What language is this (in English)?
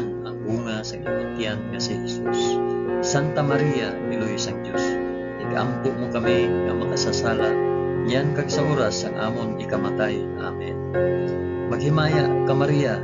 Hiligaynon